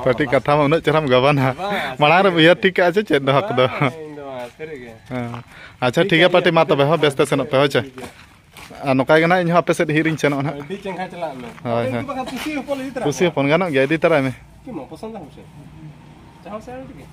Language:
Santali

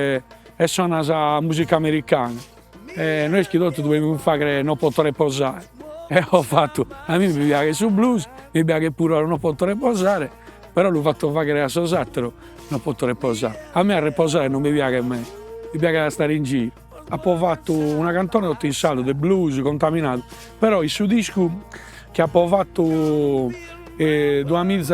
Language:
Sardinian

